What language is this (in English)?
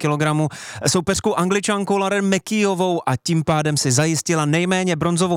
Czech